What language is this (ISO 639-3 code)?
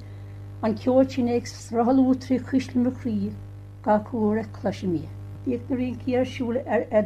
gle